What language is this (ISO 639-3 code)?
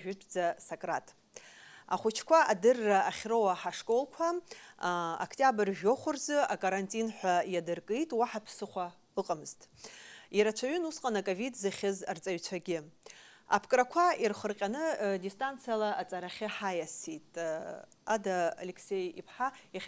abk